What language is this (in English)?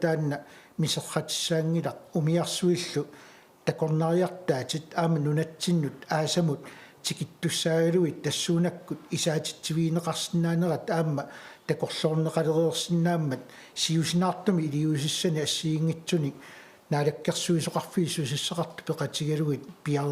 Kalaallisut